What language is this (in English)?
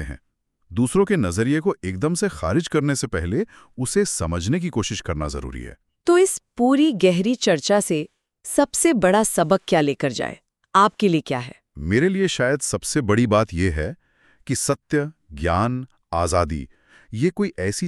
Hindi